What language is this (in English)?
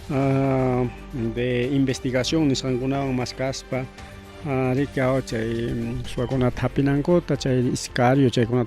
Ayacucho Quechua